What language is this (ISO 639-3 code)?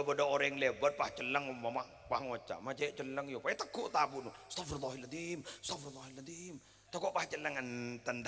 mad